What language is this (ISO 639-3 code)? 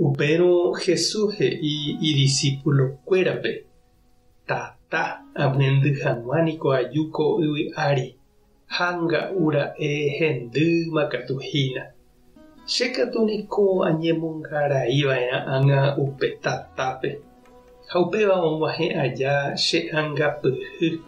grn